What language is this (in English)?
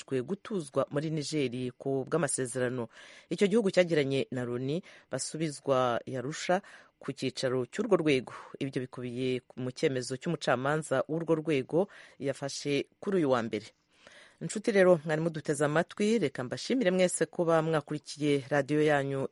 Kinyarwanda